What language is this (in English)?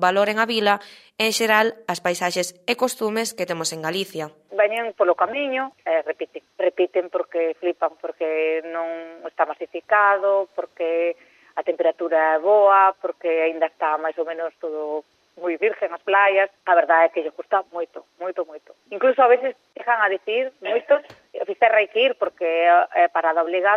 Galician